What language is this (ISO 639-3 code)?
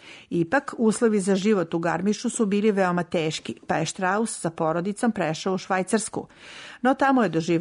srp